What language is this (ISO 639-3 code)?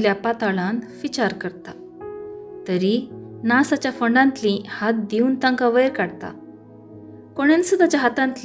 kok